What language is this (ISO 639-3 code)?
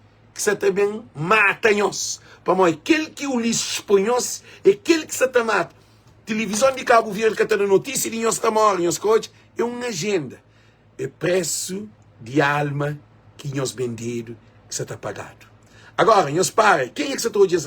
kea